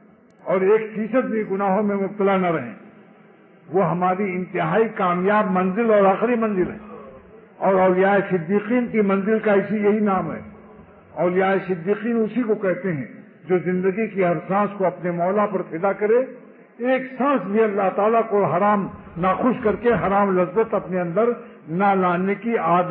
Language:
Urdu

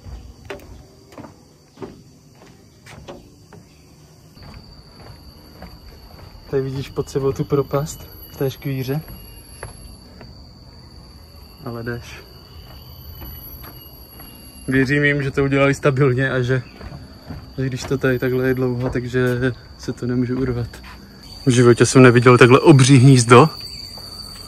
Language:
Czech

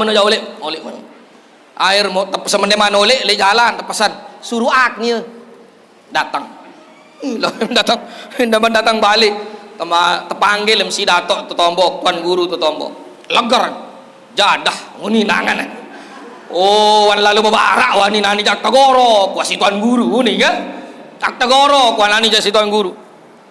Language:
Sasak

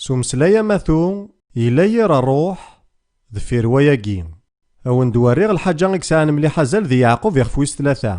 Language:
Kabyle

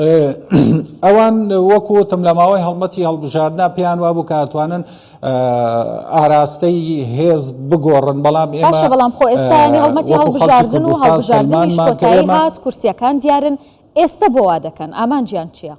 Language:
Central Kurdish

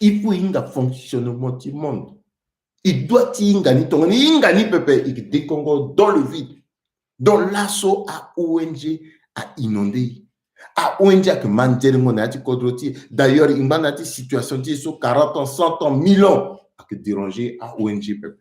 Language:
Sango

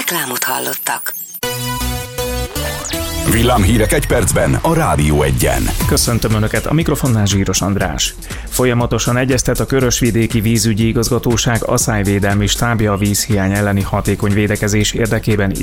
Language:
Hungarian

